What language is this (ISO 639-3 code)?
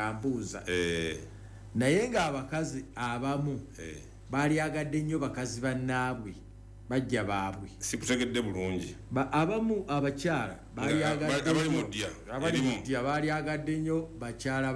lug